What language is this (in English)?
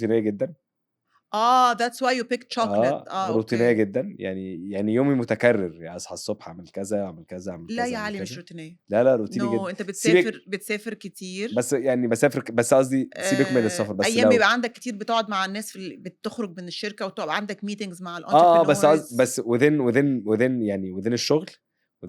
Egyptian Arabic